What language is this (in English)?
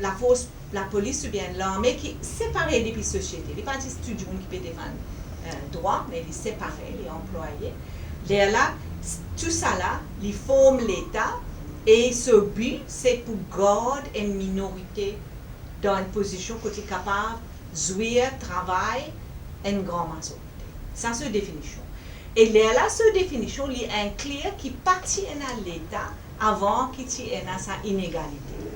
Morisyen